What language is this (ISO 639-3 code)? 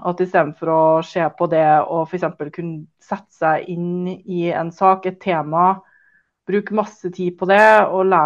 nor